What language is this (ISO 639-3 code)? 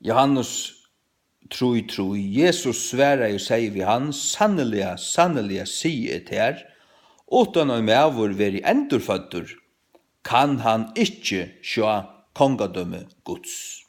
fao